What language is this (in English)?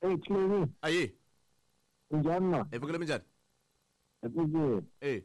Tsonga